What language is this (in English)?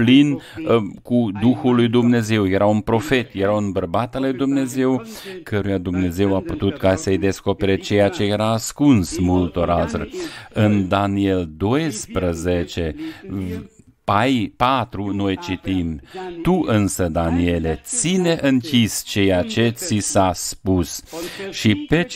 Romanian